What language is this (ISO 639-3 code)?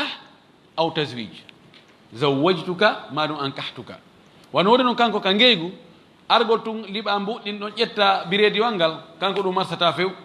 ful